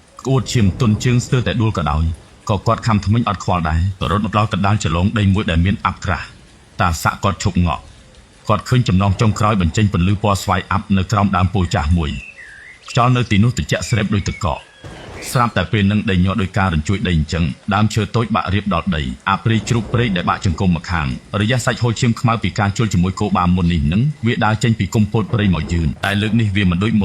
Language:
Khmer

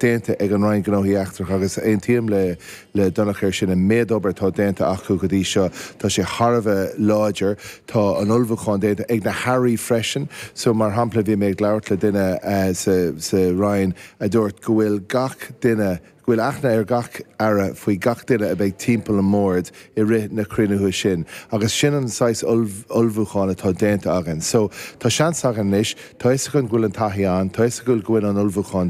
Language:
Irish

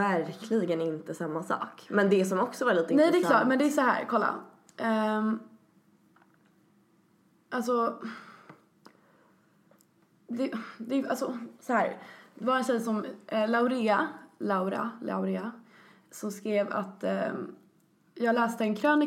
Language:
Swedish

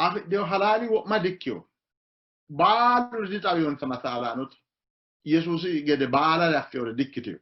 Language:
Sidamo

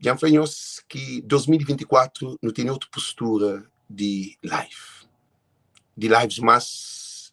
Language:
Kabuverdianu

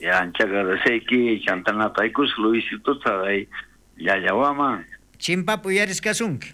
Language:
South Bolivian Quechua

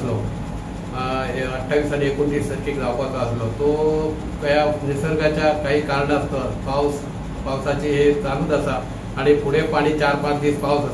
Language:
Konkani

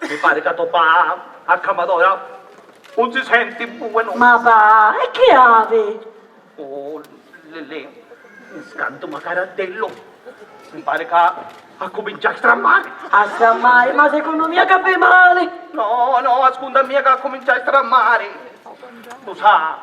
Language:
Sicilian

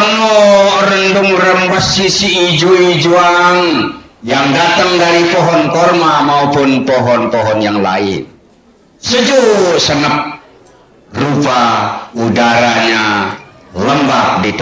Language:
Sasak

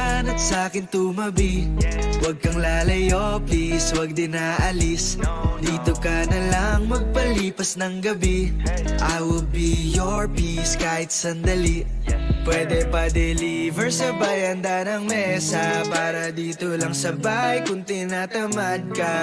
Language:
Filipino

